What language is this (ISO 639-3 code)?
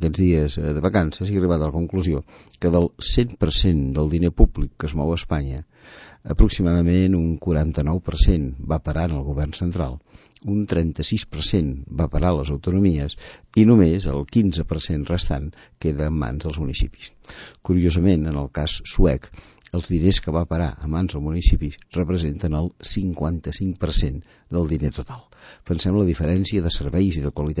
cat